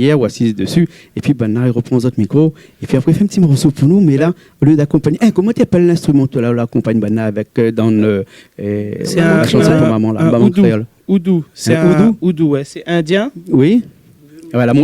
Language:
Réunion Creole French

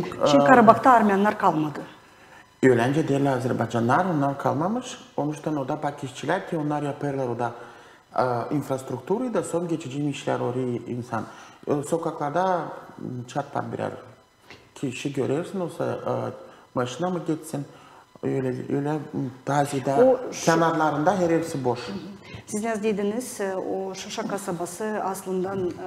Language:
Gagauz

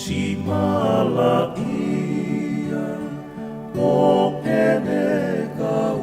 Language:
Tongan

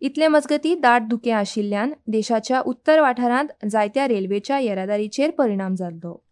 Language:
Konkani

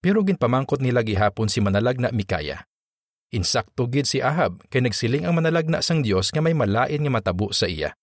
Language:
Hiligaynon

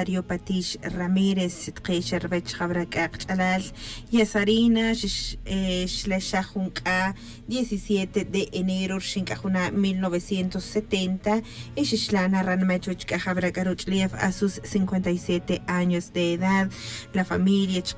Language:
Tz'utujil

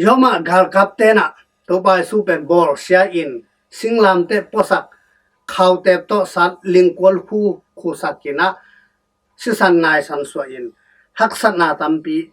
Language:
Tedim Chin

